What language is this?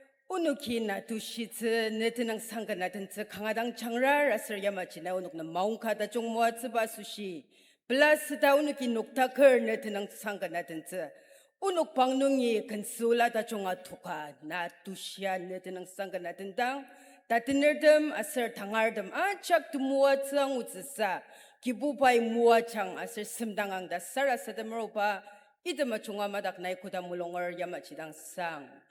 Ao Naga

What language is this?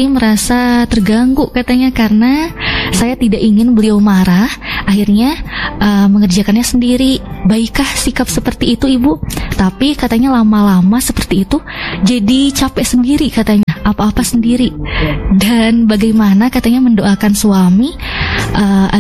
Indonesian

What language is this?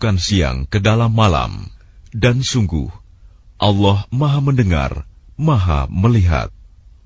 Indonesian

